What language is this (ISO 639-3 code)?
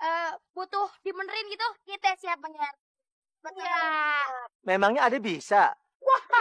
bew